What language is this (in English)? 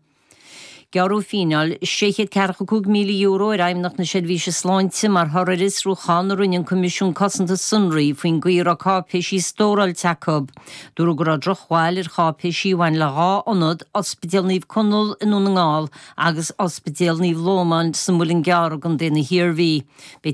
Irish